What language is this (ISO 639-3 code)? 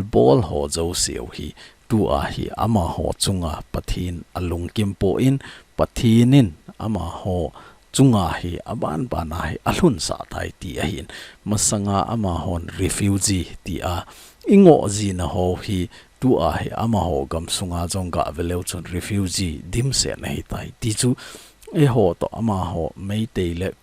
tcz